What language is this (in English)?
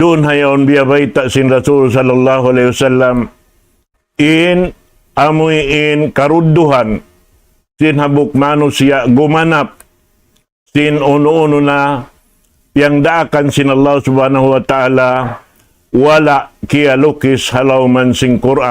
Tausug